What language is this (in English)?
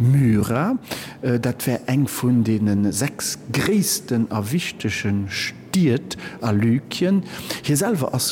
Luxembourgish